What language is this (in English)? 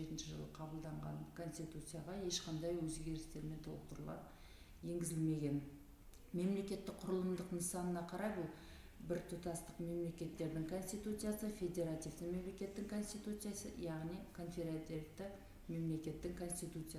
Kazakh